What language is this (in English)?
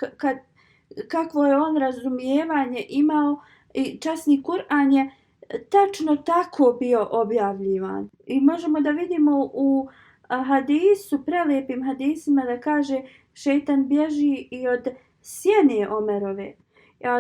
Bosnian